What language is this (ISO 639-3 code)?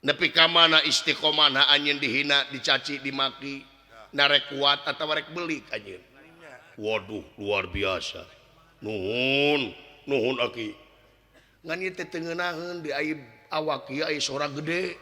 sun